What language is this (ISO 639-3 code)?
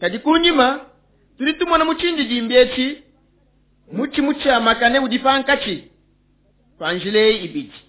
lua